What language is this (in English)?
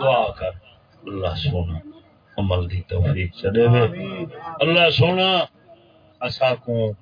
Saraiki